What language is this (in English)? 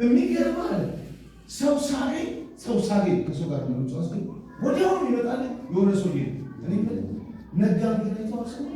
Amharic